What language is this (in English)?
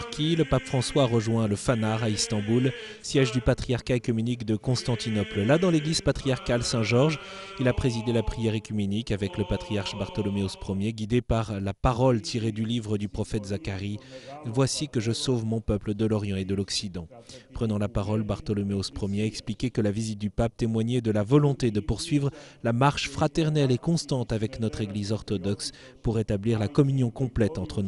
French